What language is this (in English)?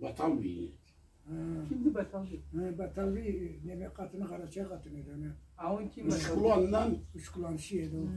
Karachay-Balkar